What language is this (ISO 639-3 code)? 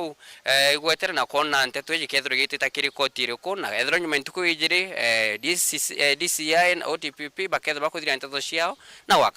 mer